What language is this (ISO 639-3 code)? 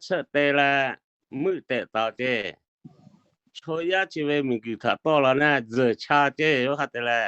lhu